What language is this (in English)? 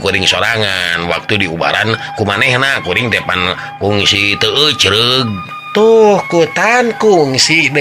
Sundanese